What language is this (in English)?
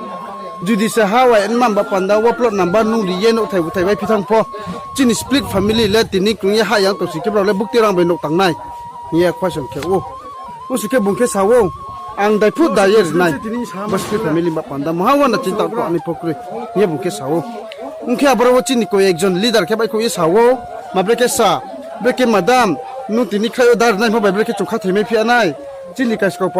Riang (India)